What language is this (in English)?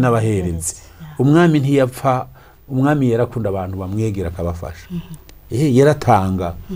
Rundi